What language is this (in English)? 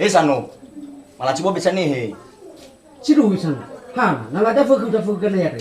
Nias